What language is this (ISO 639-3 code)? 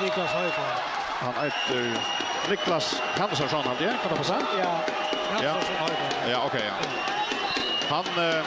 fao